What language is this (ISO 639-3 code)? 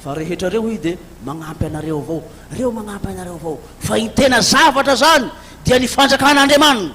mlg